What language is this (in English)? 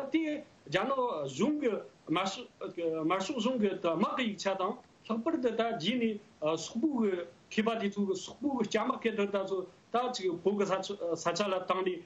Tibetan